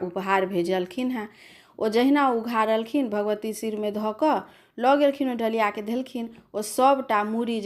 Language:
Maithili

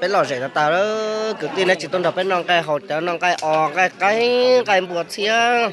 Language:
Hmong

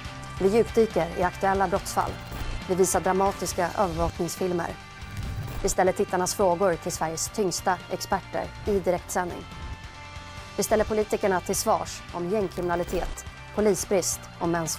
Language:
Swedish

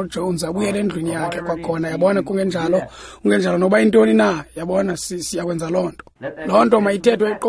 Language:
Xhosa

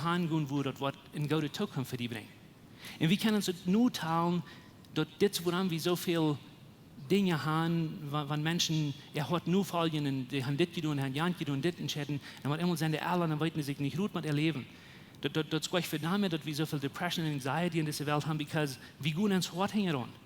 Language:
Plautdietsch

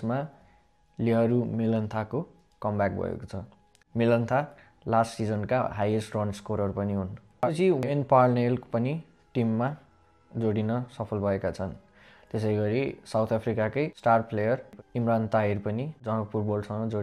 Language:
Nepali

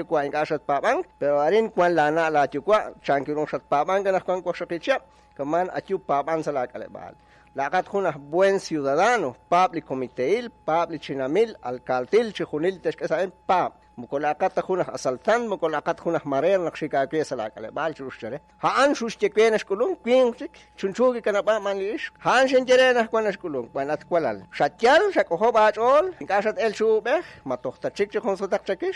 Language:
Kekchí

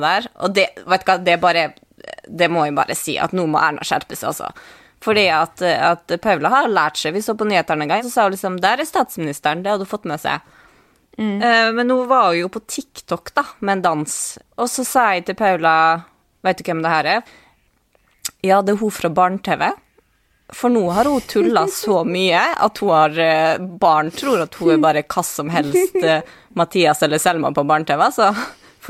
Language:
Norwegian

